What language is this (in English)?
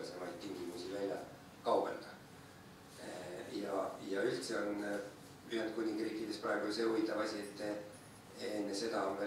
Estonian